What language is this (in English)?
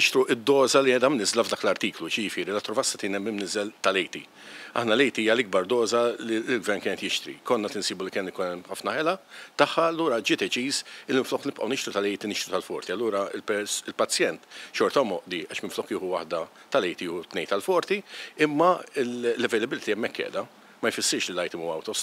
Maltese